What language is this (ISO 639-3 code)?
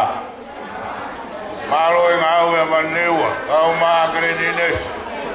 ton